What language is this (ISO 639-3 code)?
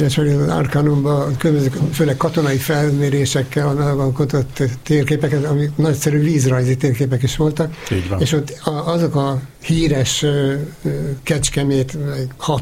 hun